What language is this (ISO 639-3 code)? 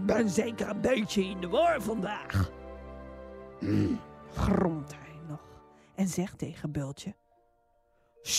nld